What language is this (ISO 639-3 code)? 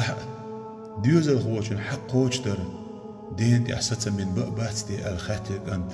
che